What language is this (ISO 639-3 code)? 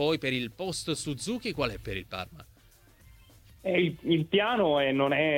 ita